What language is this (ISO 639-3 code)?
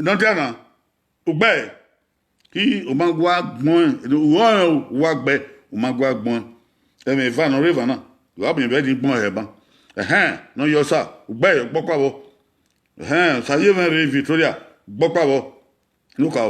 bin